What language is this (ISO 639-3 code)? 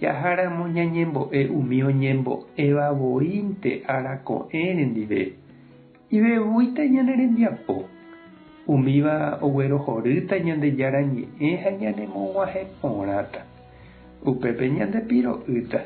grn